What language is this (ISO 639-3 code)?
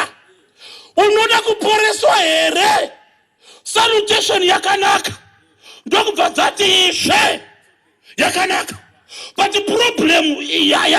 sna